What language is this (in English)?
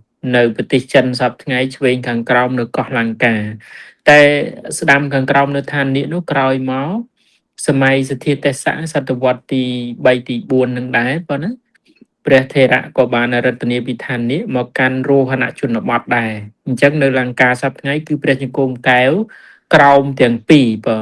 Khmer